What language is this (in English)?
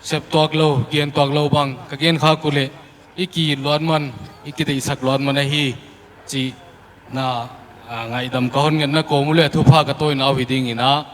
Paite Chin